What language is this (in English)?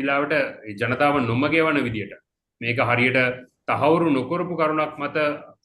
Sinhala